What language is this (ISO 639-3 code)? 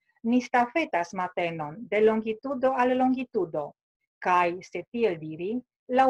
epo